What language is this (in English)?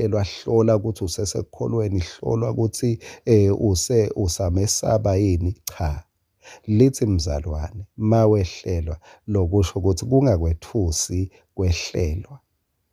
Swati